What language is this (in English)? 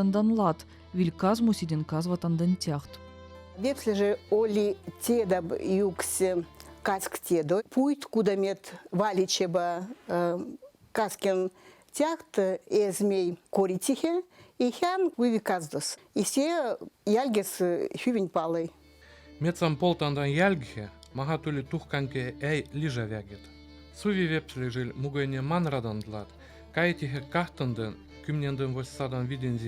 Veps